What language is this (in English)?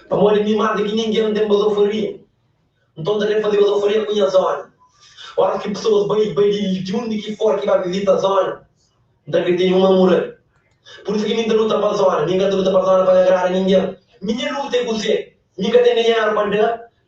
Kabuverdianu